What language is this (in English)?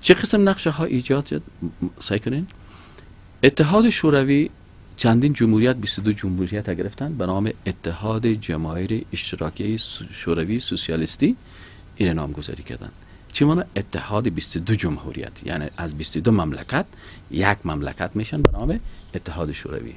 Persian